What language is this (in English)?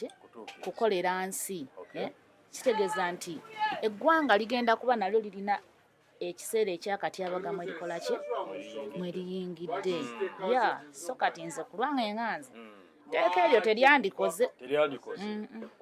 Ganda